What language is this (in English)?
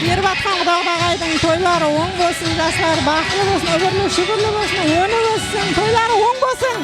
Kara-Kalpak